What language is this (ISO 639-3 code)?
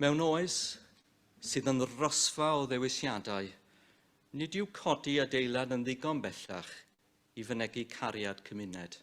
cym